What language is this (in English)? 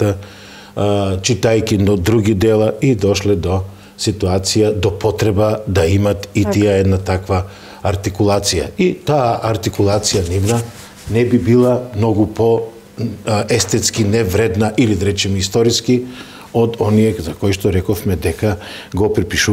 Macedonian